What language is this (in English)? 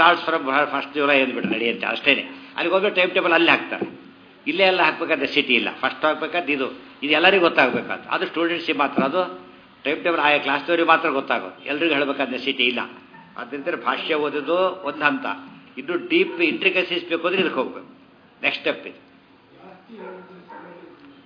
Kannada